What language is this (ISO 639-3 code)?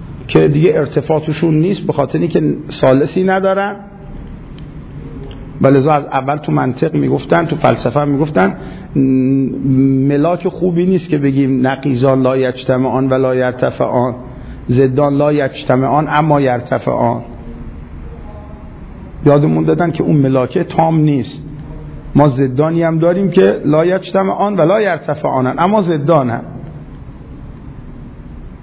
fas